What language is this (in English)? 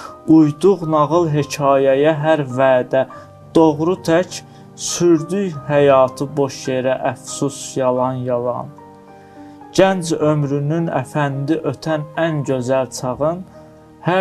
Azerbaijani